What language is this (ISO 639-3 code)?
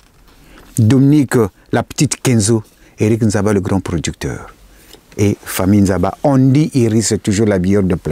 lin